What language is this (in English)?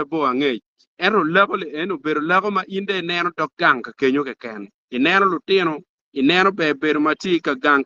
Acoli